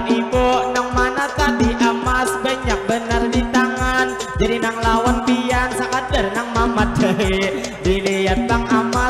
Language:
Banjar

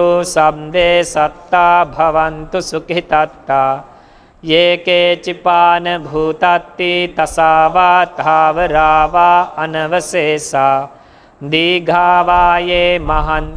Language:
Pali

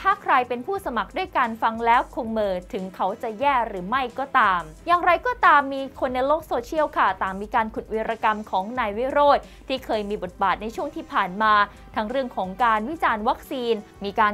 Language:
Thai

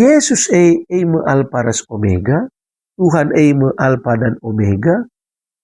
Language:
Batak Karo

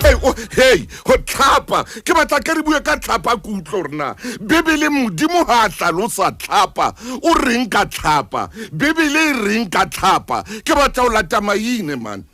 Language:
Southern Sotho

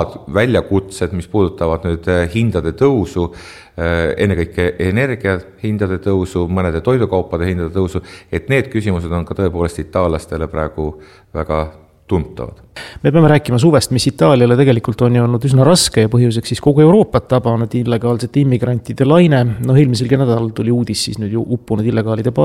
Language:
Estonian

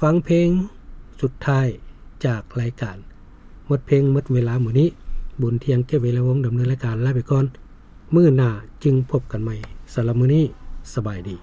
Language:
Lao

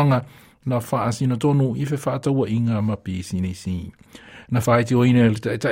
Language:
Samoan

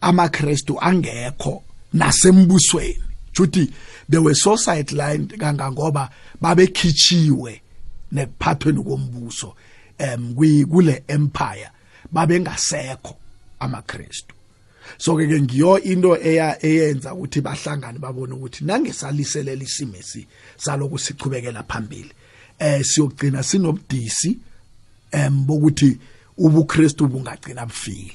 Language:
South Ndebele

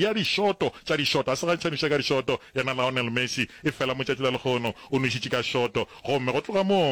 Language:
Northern Sotho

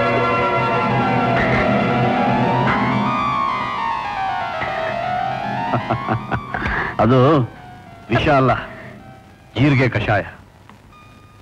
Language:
Kannada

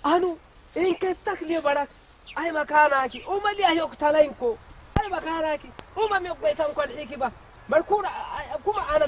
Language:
Saho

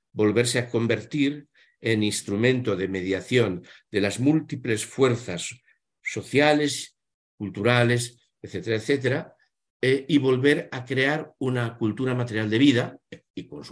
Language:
Spanish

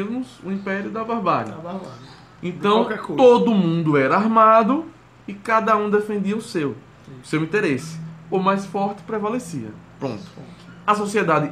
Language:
Portuguese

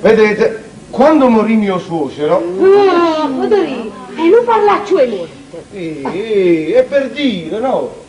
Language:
Neapolitan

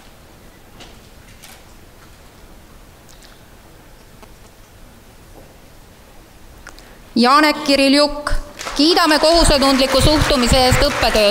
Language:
Estonian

